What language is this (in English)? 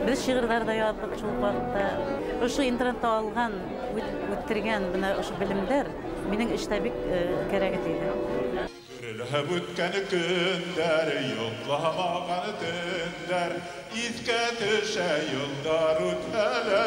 Bashkir